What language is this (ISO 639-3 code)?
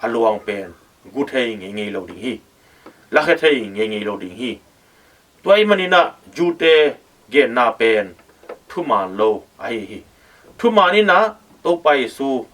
ctd